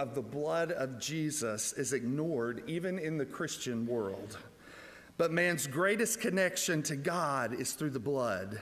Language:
English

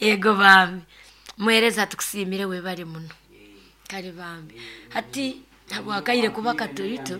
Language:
Nyankole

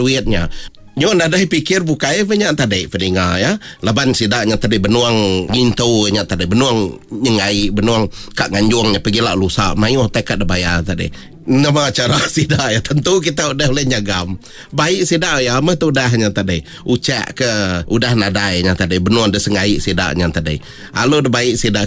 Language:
Iban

